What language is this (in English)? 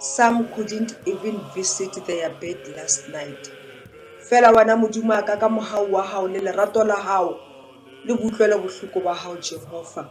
Southern Sotho